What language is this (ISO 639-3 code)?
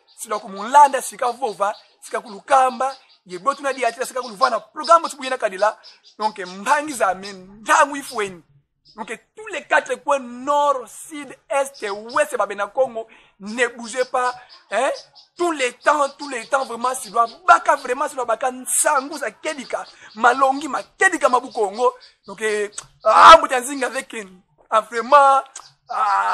kon